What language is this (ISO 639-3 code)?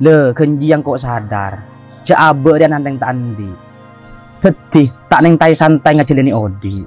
mad